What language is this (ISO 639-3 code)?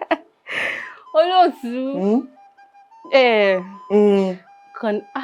yor